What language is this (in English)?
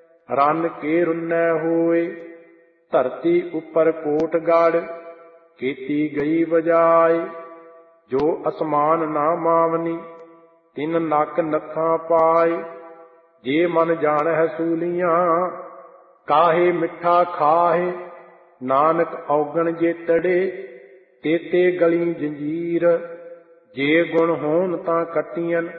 Punjabi